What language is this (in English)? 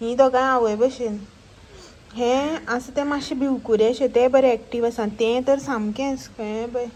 Konkani